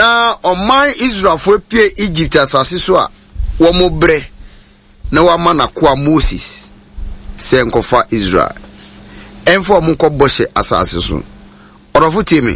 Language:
Akan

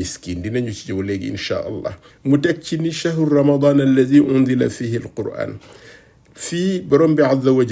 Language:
Wolof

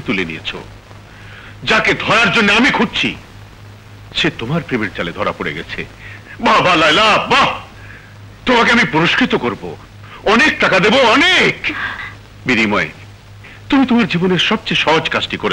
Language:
Bangla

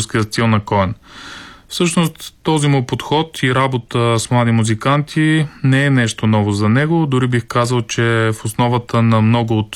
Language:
Bulgarian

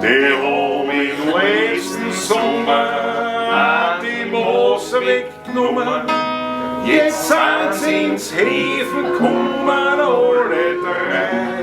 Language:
Bavarian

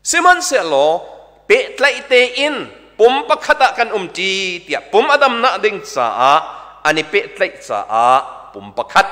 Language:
Hakha Chin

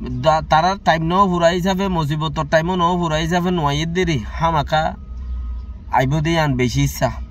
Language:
Rohingya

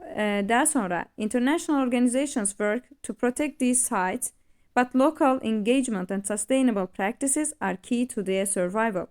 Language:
Azerbaijani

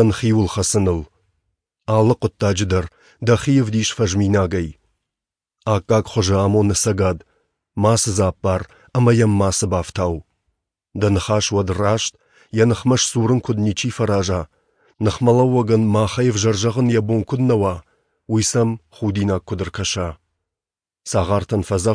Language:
Ossetic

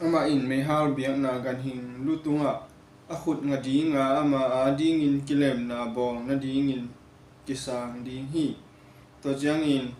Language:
Tedim Chin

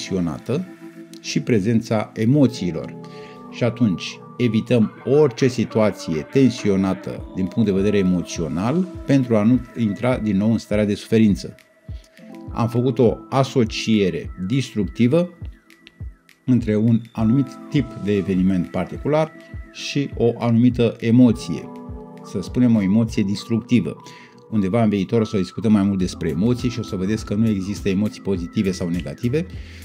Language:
Romanian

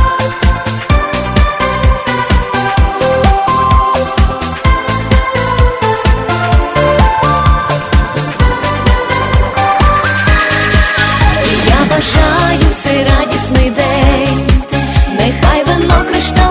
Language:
Ukrainian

